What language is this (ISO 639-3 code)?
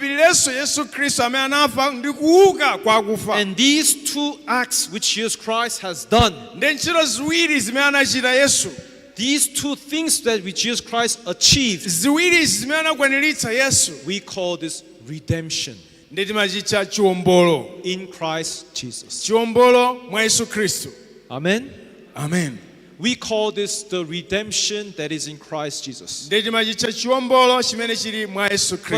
nya